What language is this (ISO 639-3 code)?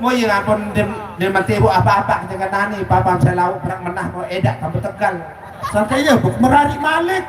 sas